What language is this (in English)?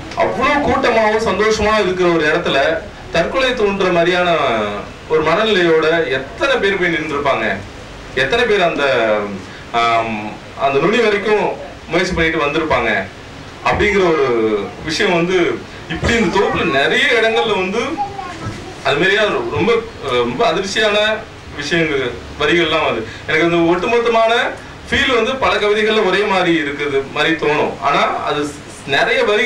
Tamil